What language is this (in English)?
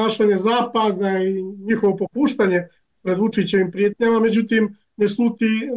Bosnian